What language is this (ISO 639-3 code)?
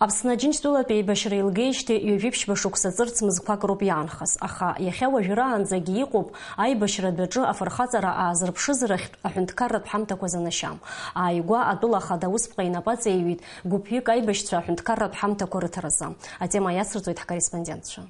abk